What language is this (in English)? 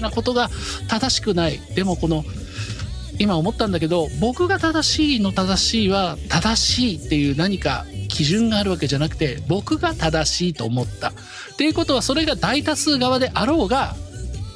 Japanese